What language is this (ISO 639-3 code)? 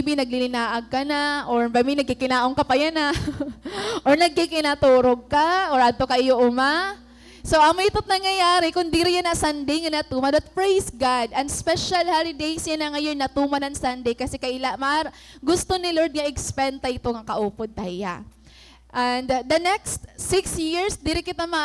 war